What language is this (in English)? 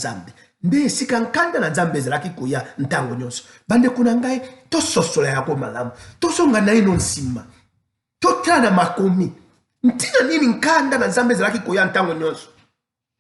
Lingala